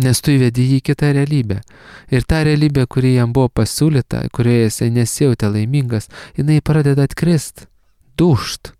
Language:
Lithuanian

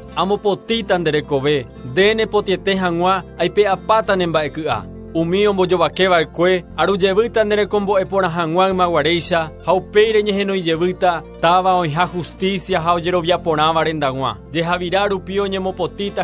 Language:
Guarani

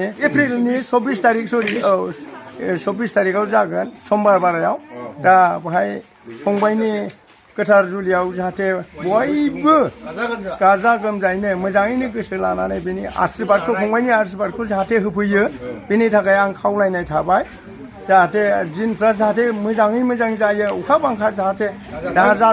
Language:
Bodo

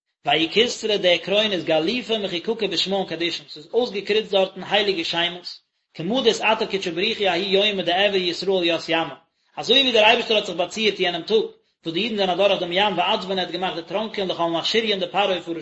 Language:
Yiddish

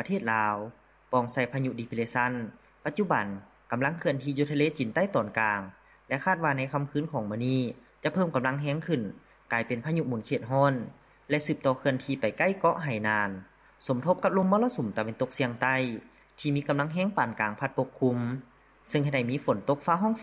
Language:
Lao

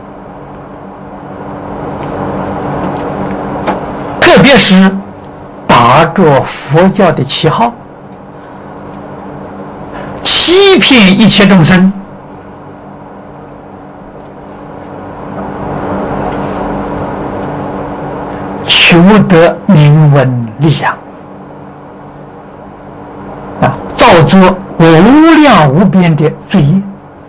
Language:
Chinese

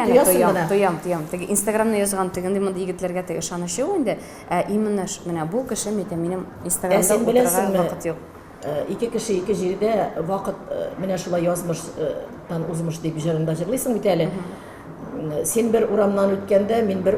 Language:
Tatar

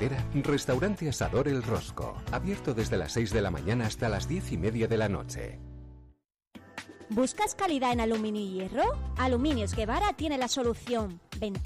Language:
Spanish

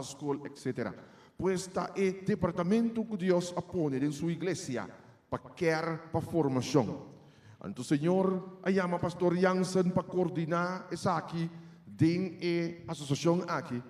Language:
Papiamento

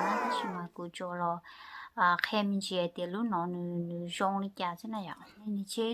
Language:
Hmong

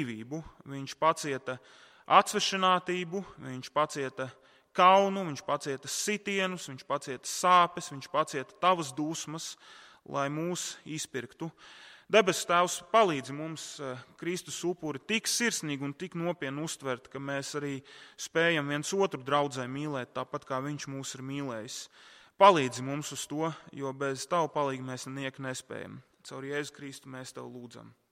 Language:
Latvian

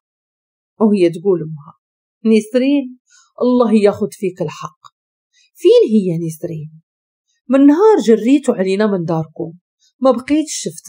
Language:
Moroccan Arabic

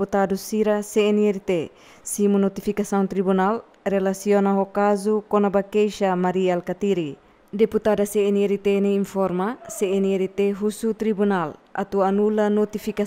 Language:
Tetum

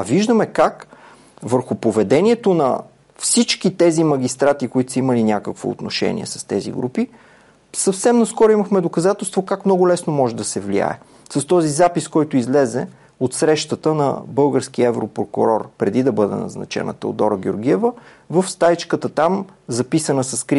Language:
Bulgarian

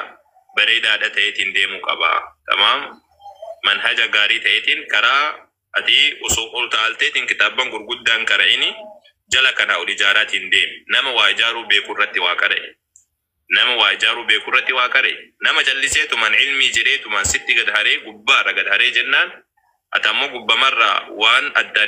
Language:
Oromo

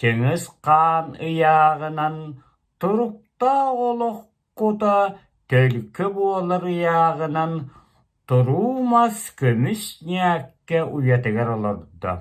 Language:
Yakut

